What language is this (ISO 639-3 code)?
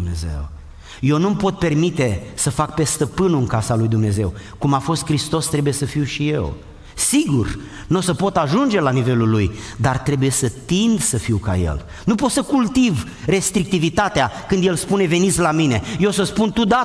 ron